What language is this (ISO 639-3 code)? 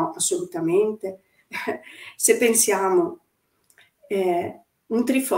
ita